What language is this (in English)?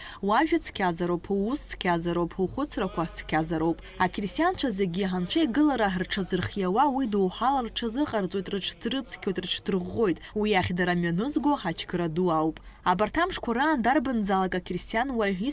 Abkhazian